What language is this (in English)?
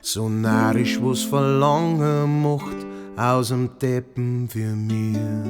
Bavarian